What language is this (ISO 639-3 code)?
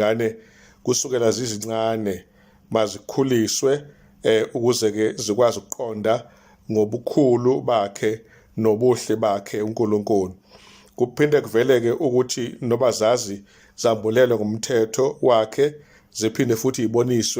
zul